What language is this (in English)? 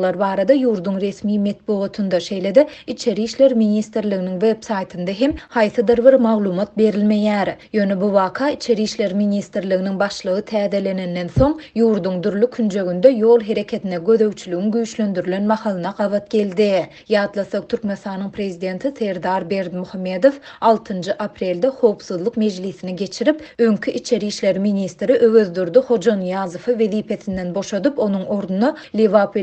Turkmen